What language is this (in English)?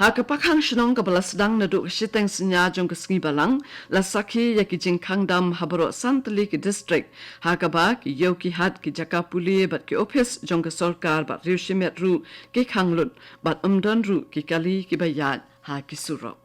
Khasi